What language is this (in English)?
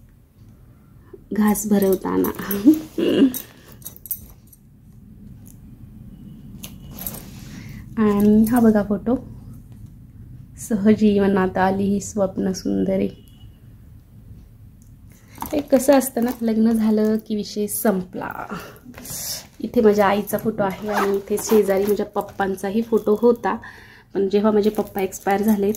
Marathi